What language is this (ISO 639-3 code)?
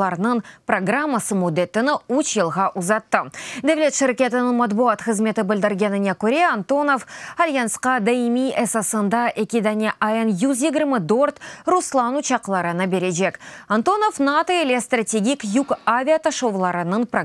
crh